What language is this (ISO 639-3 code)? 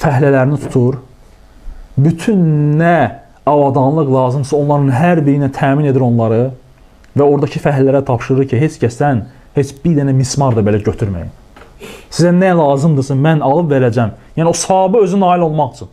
aze